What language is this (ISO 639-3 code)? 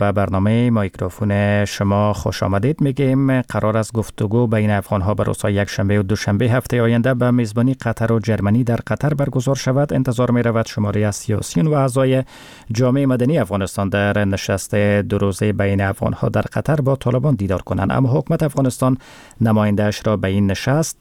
fas